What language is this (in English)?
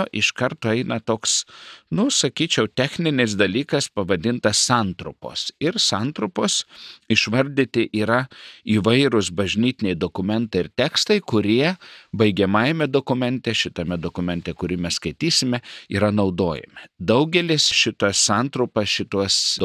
Lithuanian